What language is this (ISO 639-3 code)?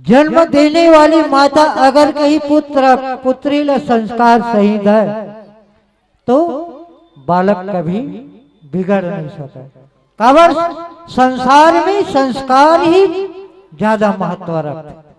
hne